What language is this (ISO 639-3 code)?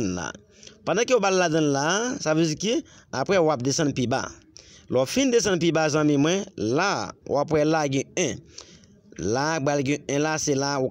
hat